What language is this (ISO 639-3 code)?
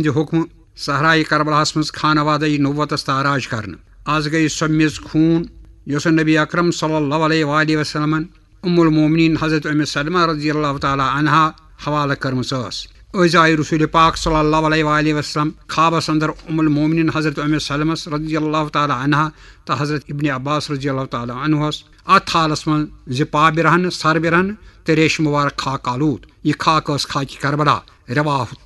kas